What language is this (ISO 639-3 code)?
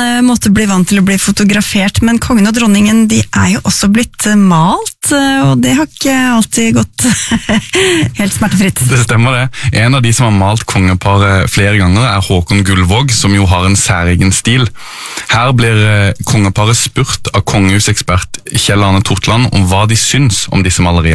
nor